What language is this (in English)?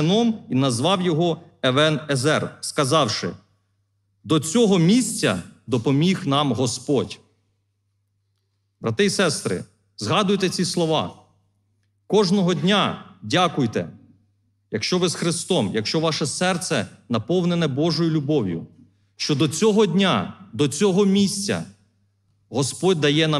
Ukrainian